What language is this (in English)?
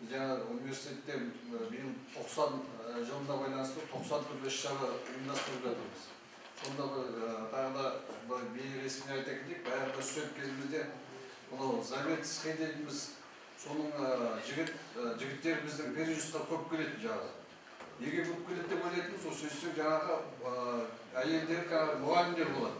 Kyrgyz